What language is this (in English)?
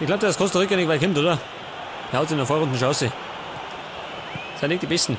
Bavarian